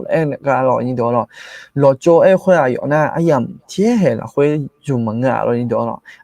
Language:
Akha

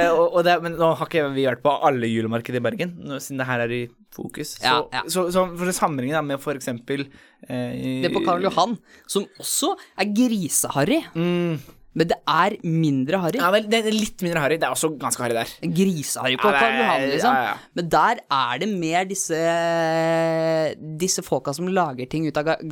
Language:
Norwegian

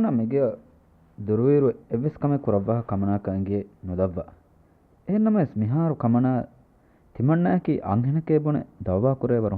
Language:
Divehi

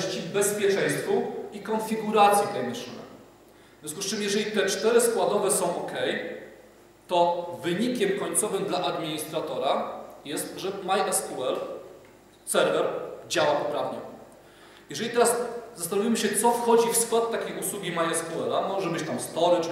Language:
Polish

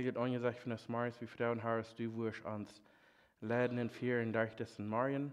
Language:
Plautdietsch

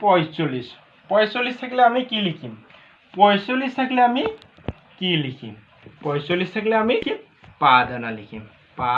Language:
Assamese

